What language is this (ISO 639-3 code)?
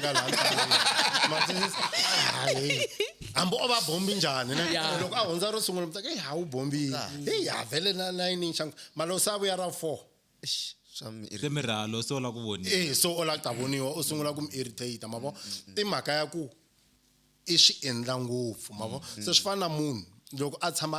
tso